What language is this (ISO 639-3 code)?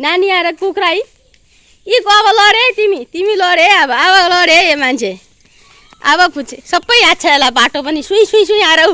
nep